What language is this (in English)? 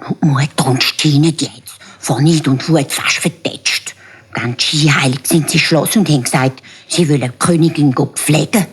Swiss German